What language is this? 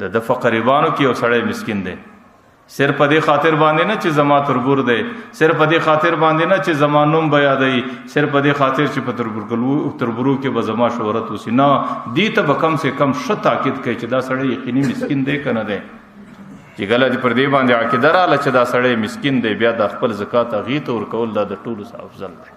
Pashto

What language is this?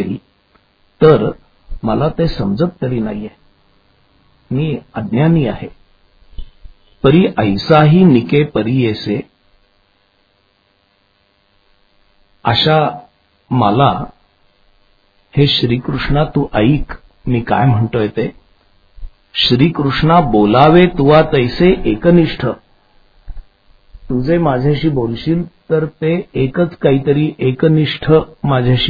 Marathi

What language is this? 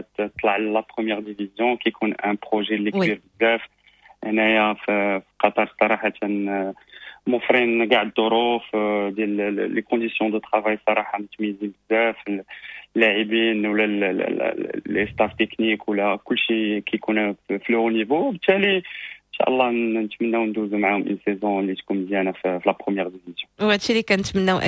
Moroccan Arabic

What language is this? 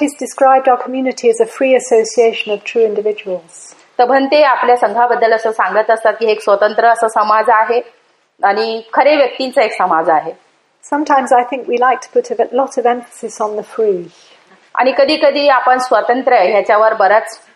Marathi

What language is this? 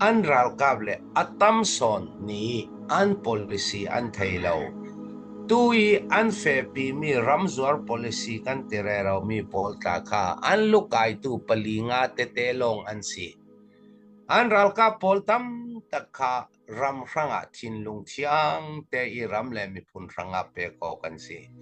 Falam Chin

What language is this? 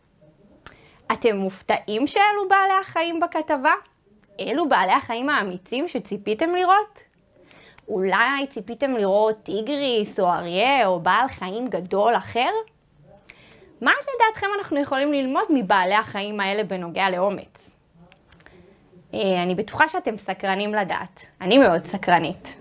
Hebrew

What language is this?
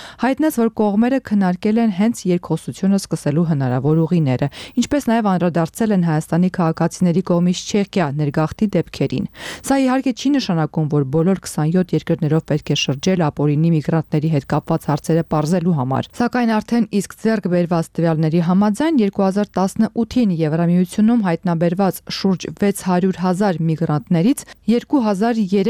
Armenian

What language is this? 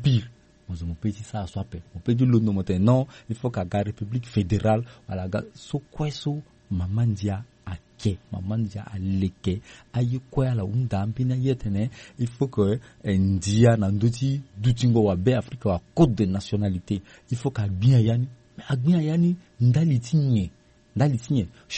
Sango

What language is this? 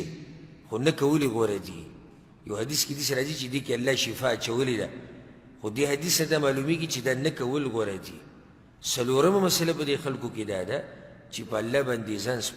Pashto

